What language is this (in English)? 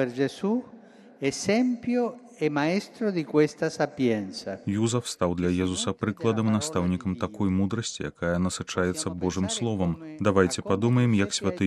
Belarusian